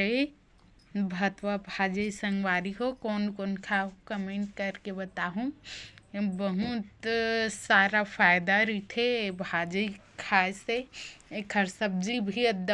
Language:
Chhattisgarhi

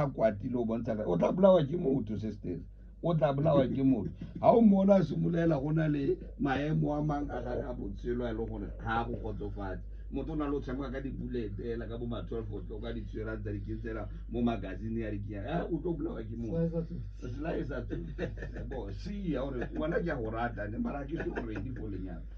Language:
Tswana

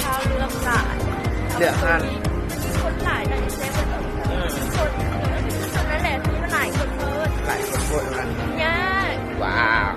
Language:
Lao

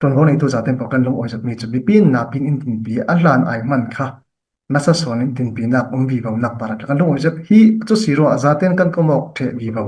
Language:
Falam Chin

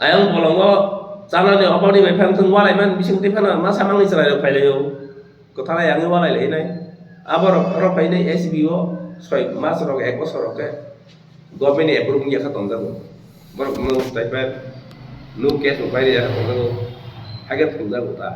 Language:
Kok Borok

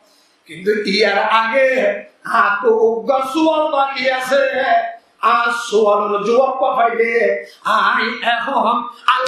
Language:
Rohingya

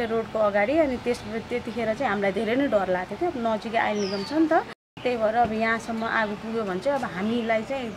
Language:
Nepali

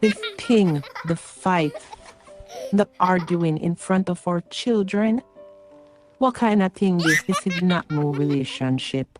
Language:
Jamaican Creole English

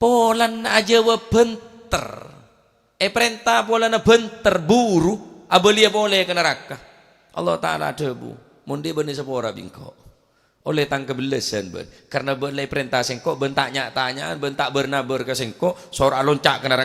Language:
Madurese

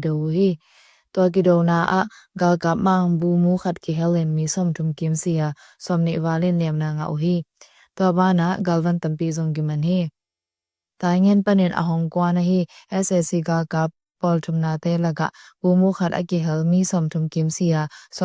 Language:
Tedim Chin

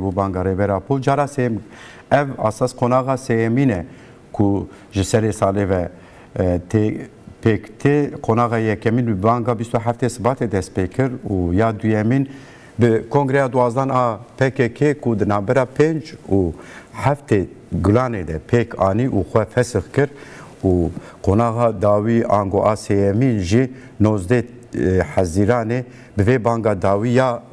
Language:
Kurdish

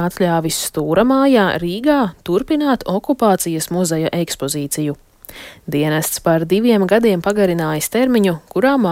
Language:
Latvian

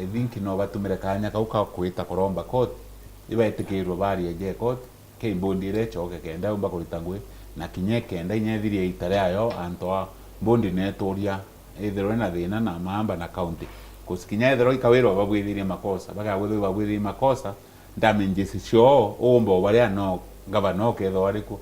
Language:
Meru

